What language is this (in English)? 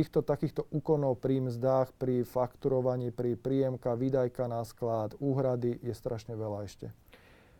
Slovak